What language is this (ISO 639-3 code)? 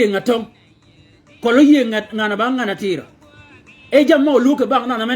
shk